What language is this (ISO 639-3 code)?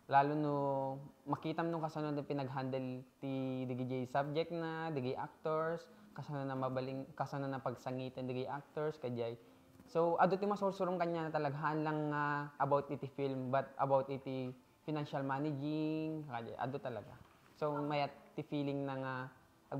ilo